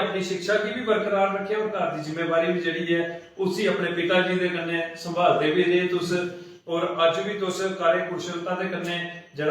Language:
Dogri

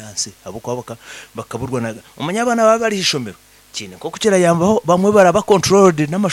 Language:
Nyankole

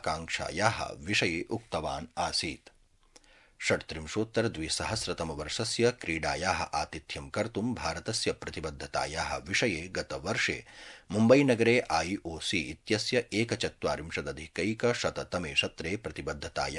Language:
Sanskrit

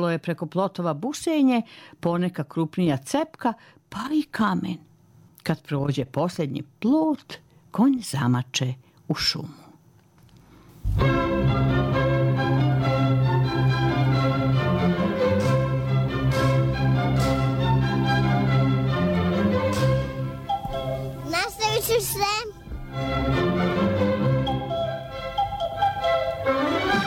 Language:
Serbian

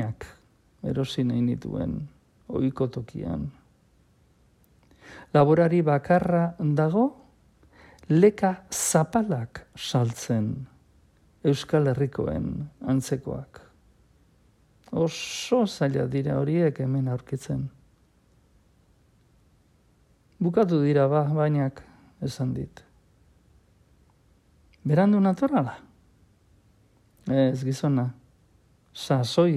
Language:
Basque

